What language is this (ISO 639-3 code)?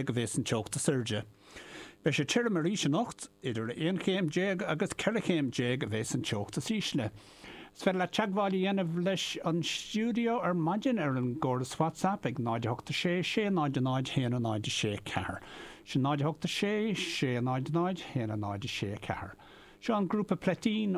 gle